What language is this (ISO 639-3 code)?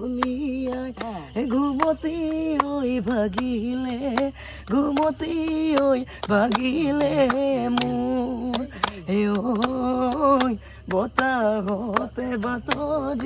asm